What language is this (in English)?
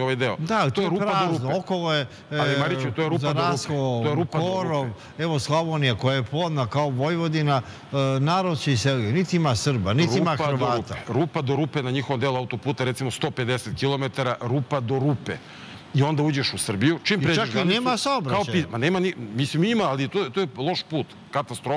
Serbian